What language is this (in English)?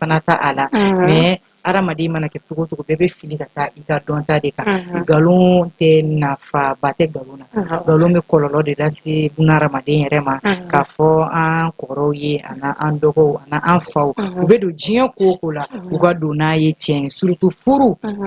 Bambara